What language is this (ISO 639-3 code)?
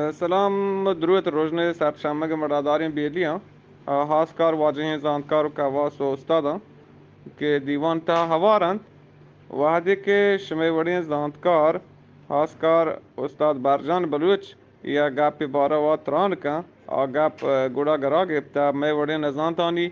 bgp